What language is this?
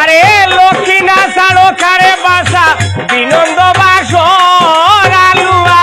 Sylheti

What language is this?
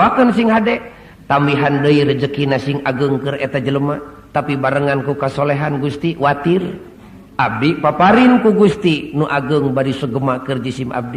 Sundanese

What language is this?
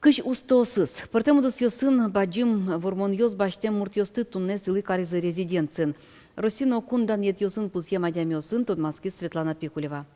Udmurt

